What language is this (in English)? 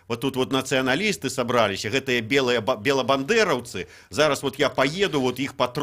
Belarusian